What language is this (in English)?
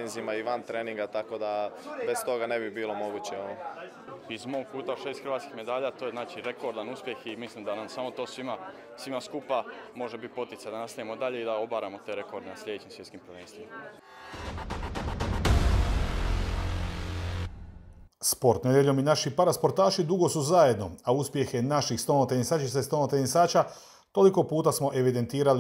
Croatian